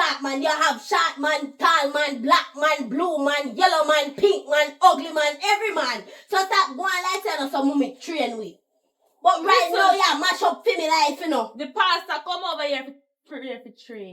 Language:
Jamaican Creole English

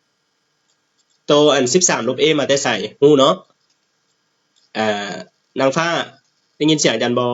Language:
Lao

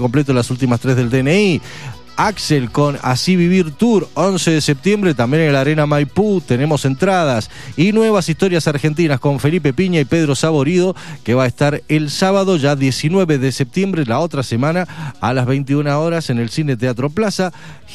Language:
Spanish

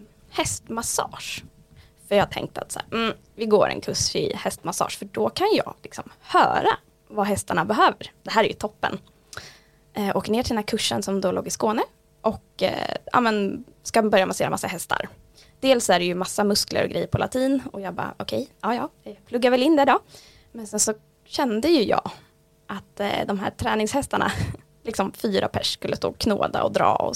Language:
Swedish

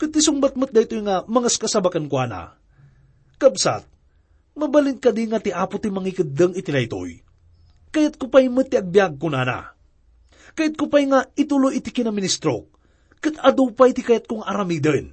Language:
Iloko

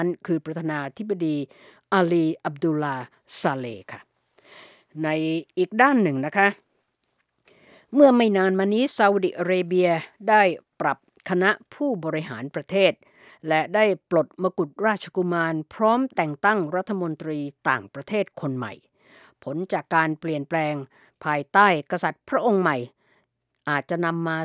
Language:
Thai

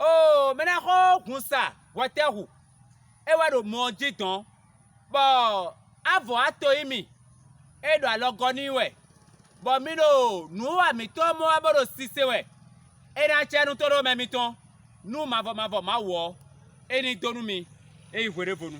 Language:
Fon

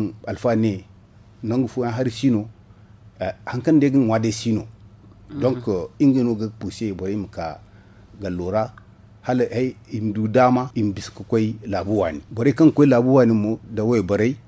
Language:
Zarma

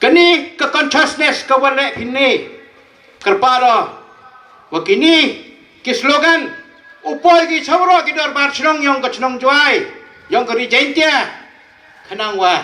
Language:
Pnar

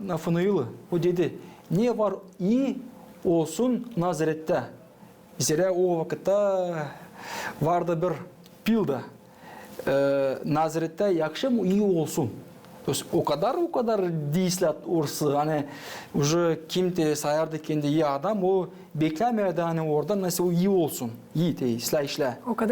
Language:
Gagauz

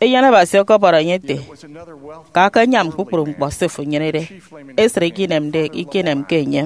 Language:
Efik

